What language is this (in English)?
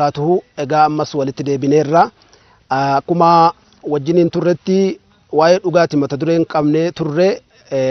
Oromo